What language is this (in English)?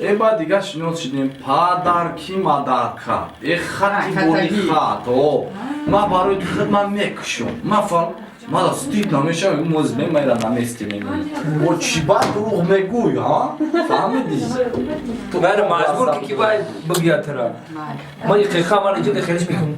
Tajik